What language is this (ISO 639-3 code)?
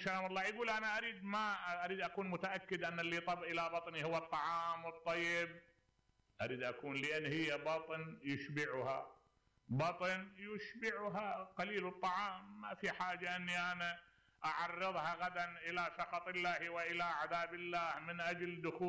acm